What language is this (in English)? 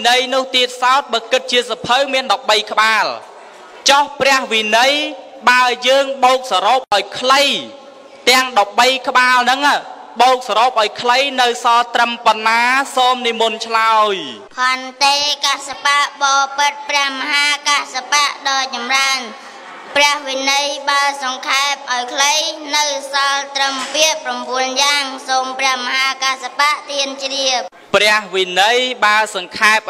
Khmer